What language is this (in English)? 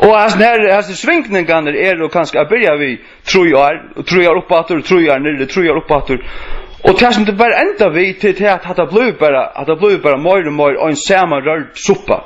Faroese